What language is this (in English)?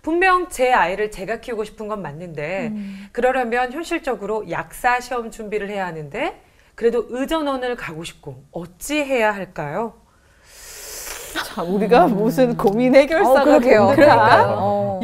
Korean